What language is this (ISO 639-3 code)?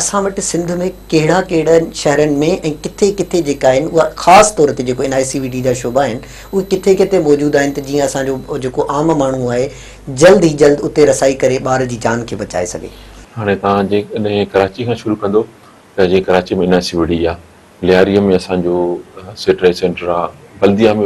snd